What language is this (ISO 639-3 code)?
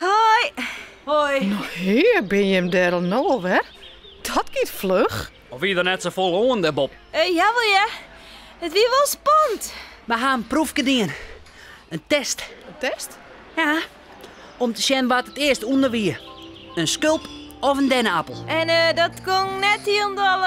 fry